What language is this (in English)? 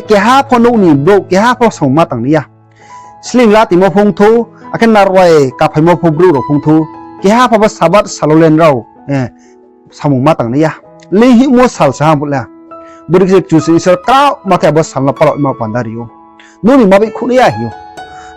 Riang (India)